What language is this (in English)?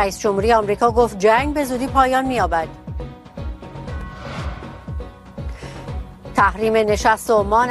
Persian